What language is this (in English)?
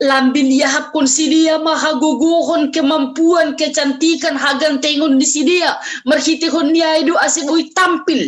Batak Simalungun